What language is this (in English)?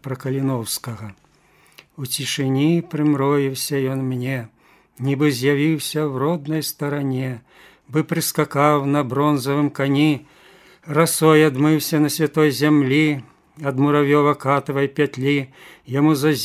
Belarusian